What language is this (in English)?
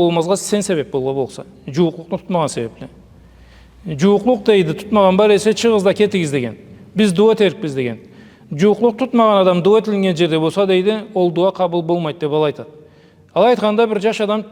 Karachay-Balkar